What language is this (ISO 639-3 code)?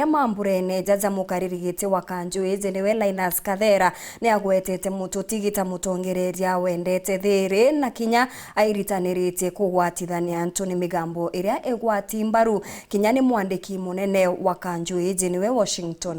mer